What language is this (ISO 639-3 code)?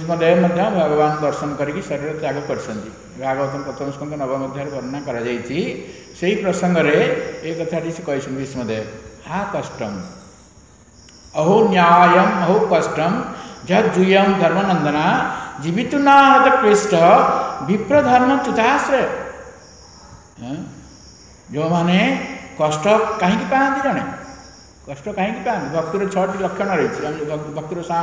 ori